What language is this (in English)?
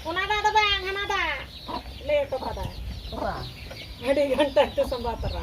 Santali